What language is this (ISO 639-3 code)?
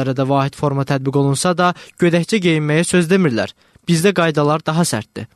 aze